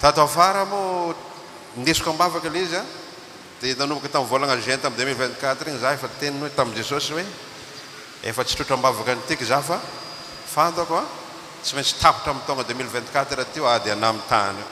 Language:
Malagasy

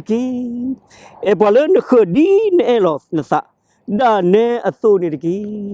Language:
S'gaw Karen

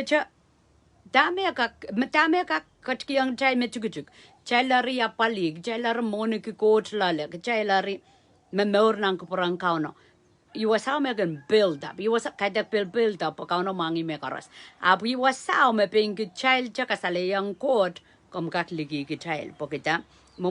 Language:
Pohnpeian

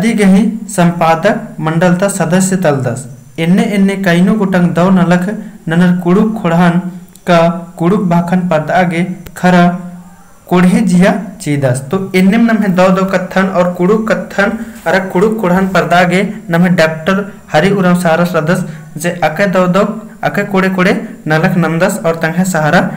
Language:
Kurukh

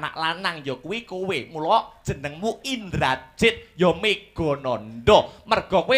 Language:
Javanese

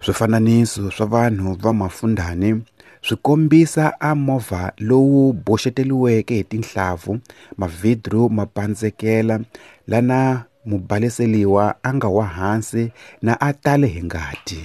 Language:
Tsonga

